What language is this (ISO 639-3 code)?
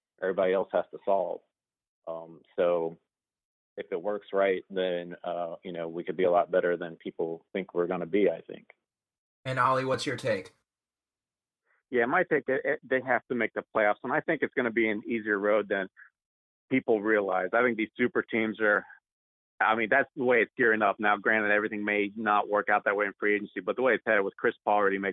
eng